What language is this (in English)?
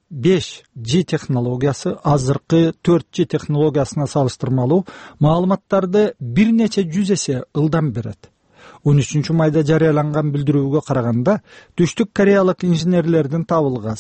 Kyrgyz